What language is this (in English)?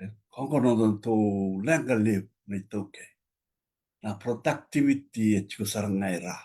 Fijian